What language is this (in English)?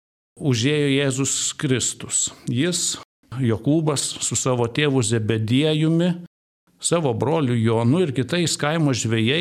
Lithuanian